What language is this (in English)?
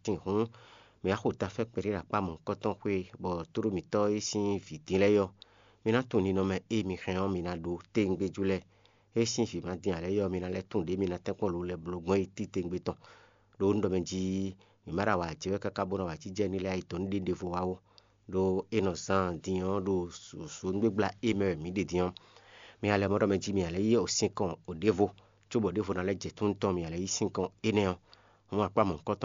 Fon